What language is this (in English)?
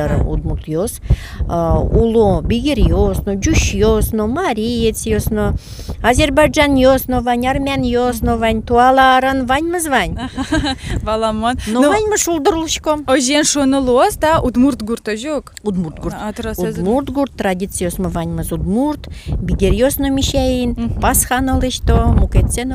Udmurt